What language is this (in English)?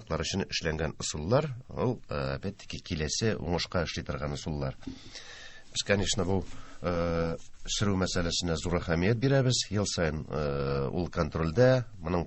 Tatar